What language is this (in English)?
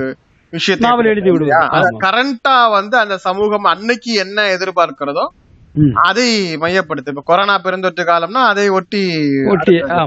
Tamil